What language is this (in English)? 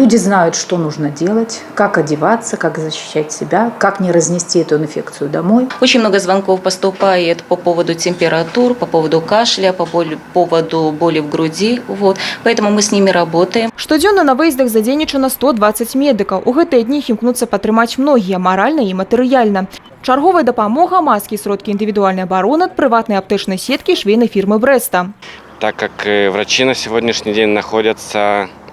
Belarusian